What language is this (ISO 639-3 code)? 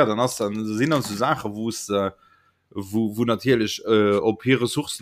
ltz